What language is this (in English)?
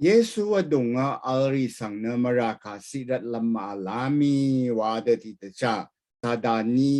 Rawang